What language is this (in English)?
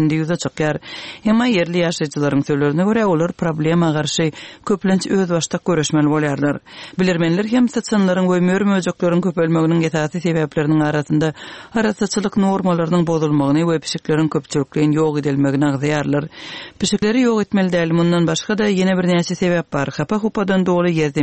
Turkmen